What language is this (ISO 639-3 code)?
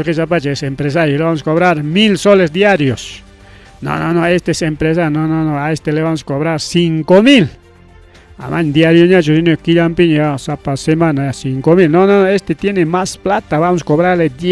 quy